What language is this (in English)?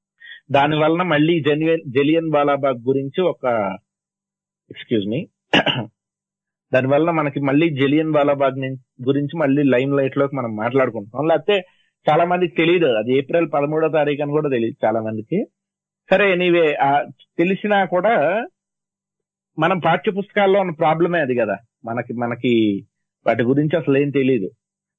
Telugu